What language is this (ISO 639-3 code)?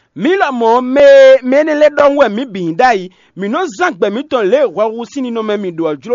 fon